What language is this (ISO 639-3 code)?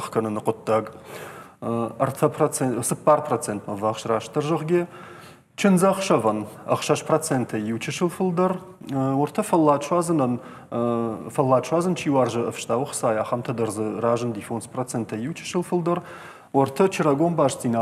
oss